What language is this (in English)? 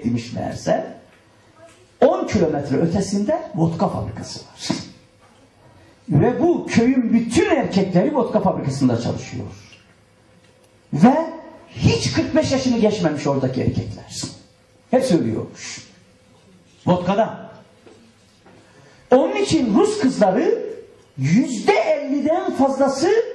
Turkish